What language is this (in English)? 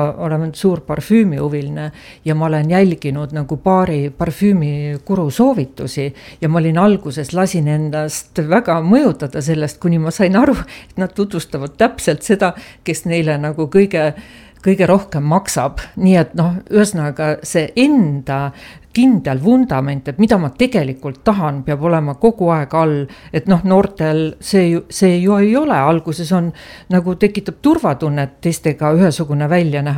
Estonian